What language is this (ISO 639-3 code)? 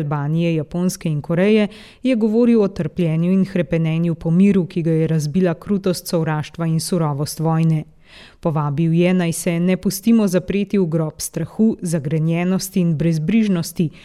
slv